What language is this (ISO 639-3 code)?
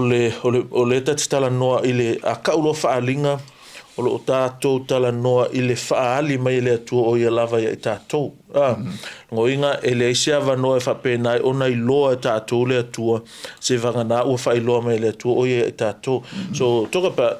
smo